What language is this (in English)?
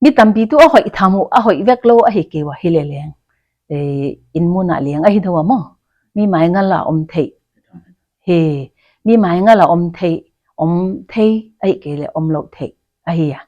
Paite Chin